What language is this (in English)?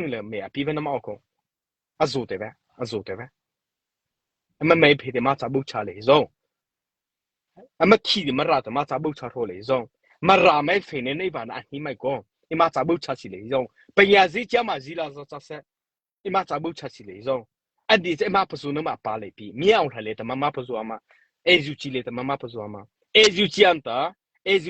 Mara Chin